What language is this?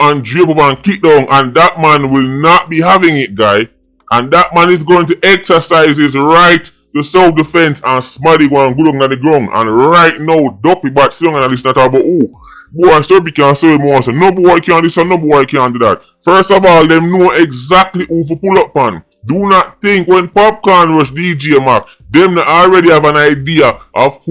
Jamaican Creole English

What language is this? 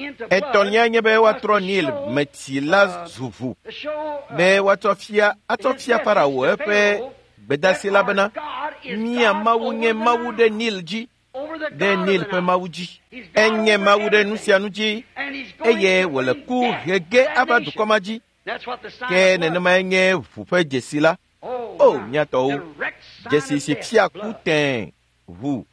Ewe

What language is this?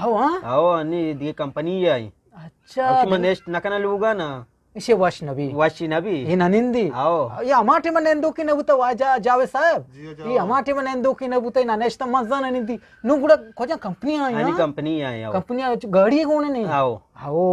Eastern Balochi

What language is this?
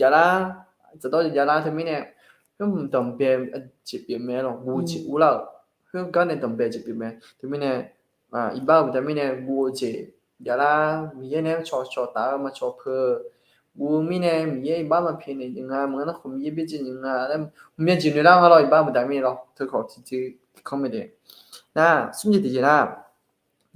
Akha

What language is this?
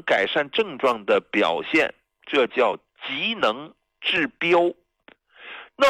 Chinese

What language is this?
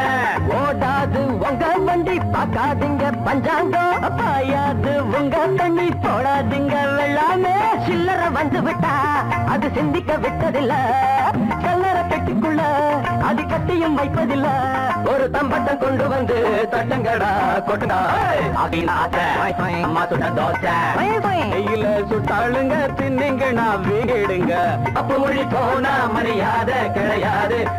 Tamil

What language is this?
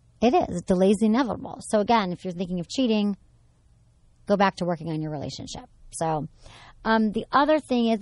English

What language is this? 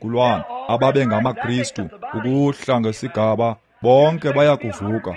Xhosa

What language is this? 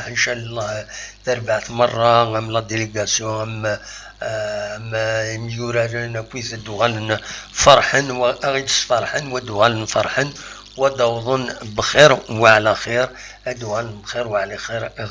Kabyle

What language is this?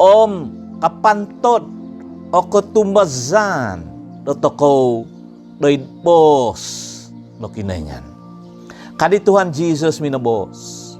Central Dusun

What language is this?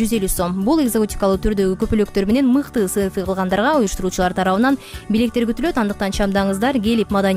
Kyrgyz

